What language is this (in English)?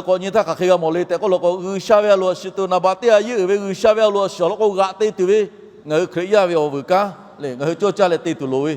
Lahu